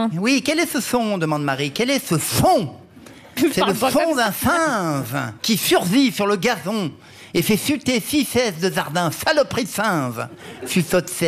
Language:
French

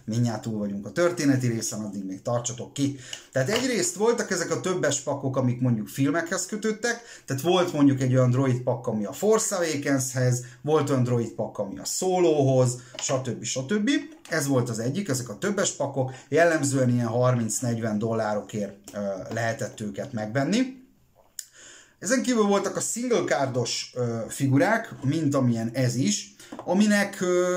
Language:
Hungarian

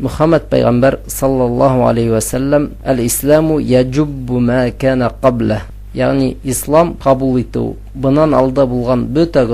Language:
Bashkir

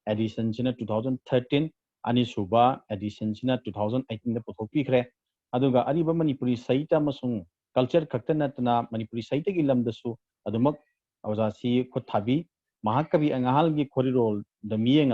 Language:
Manipuri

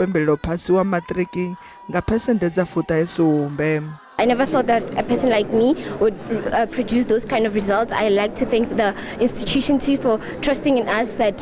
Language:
Venda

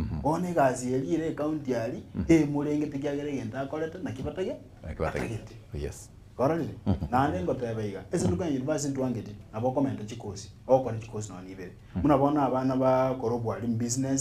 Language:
Gusii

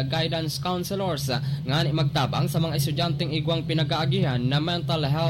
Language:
Bikol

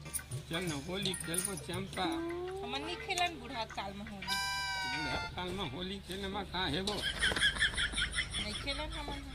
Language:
Chhattisgarhi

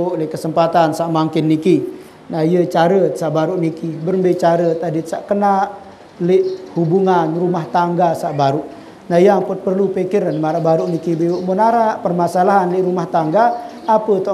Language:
Sasak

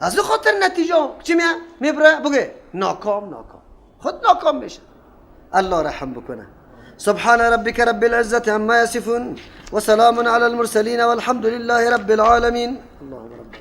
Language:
Persian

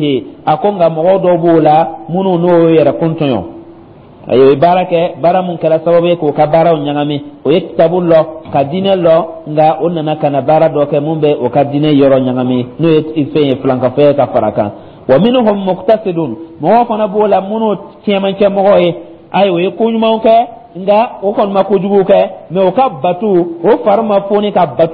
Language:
Dyula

